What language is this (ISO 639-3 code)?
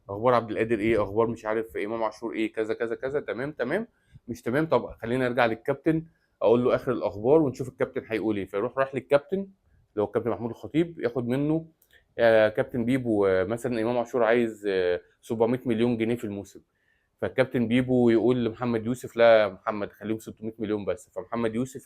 arz